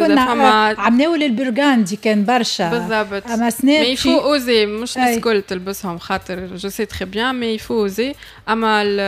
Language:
Tunisian Arabic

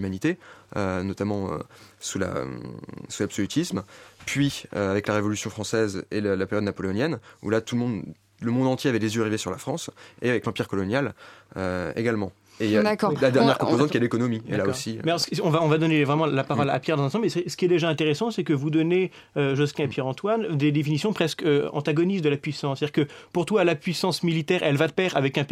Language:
French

